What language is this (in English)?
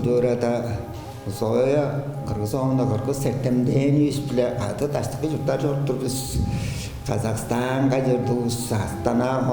Tuvinian